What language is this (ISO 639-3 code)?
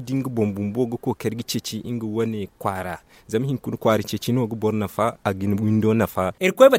dje